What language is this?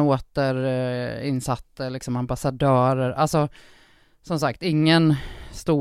Swedish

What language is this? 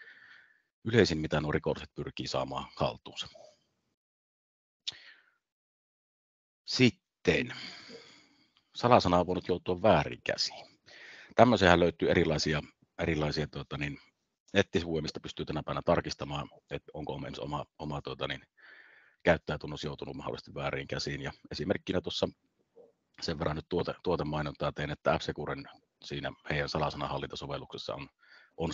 Finnish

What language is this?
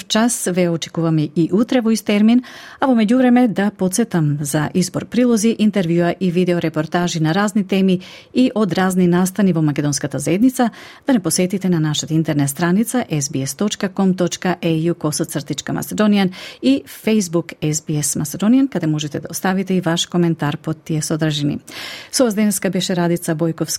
Macedonian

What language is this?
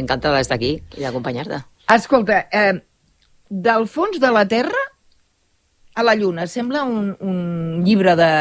Catalan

